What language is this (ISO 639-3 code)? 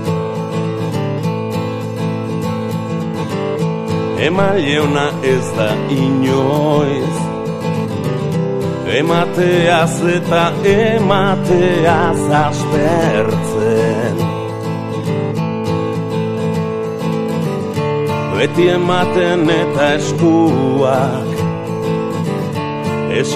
eus